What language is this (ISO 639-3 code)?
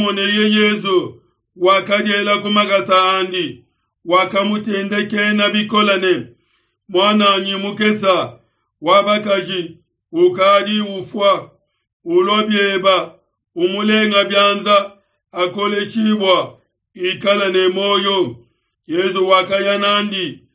lua